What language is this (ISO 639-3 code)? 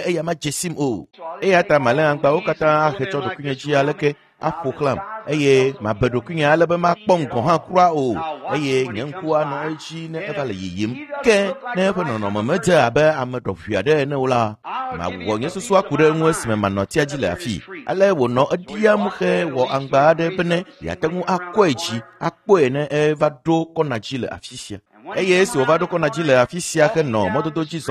ewe